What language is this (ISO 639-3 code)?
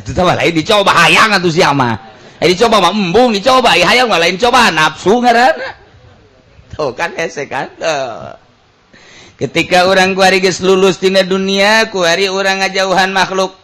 sun